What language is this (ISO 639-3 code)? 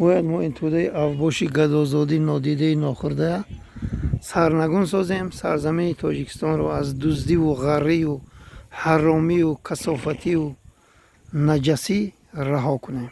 tgk